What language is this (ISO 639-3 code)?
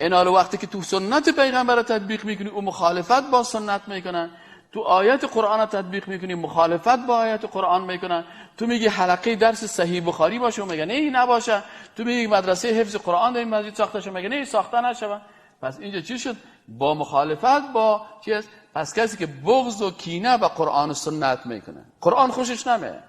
fas